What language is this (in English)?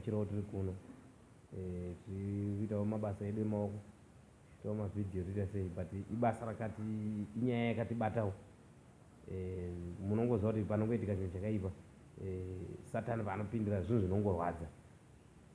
Shona